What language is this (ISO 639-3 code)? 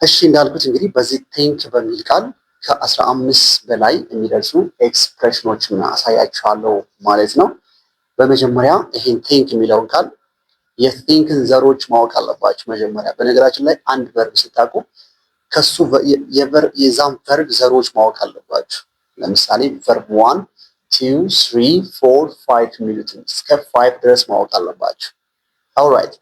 amh